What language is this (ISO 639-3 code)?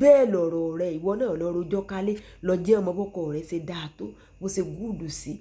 yor